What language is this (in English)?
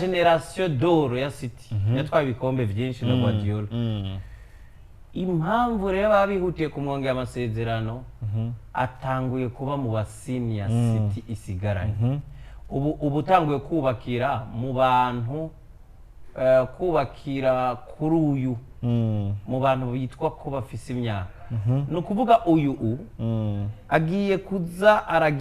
Rundi